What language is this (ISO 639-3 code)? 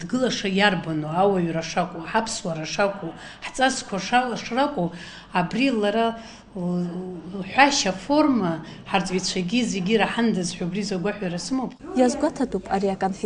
abk